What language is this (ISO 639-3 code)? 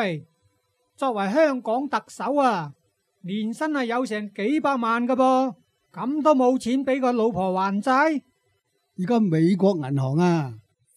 yue